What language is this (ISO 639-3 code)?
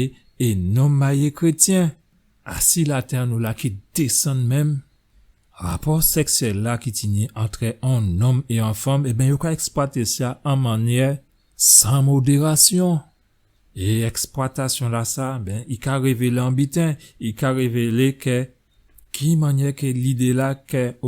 gcf